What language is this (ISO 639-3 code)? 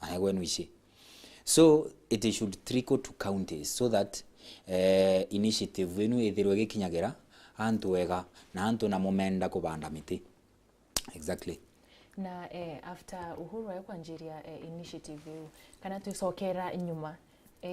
mer